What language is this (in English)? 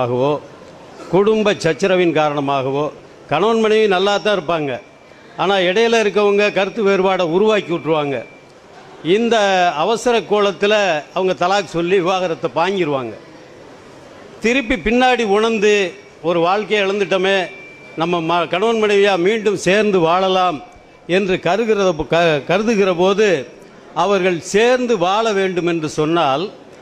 Tamil